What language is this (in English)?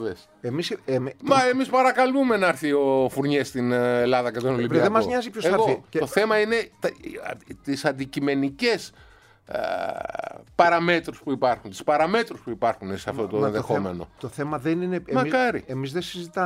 Greek